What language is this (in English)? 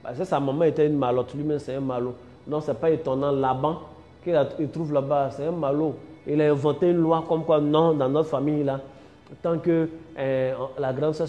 French